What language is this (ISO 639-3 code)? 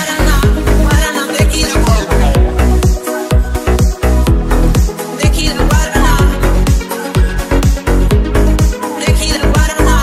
ita